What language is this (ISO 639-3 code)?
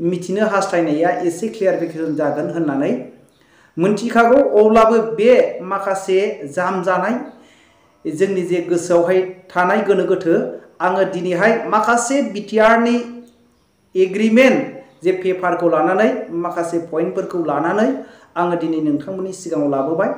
brx